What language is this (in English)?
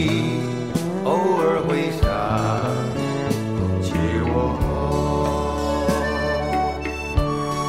Chinese